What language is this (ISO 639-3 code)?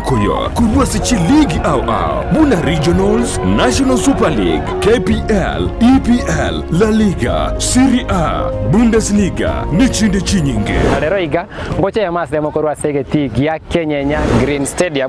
guz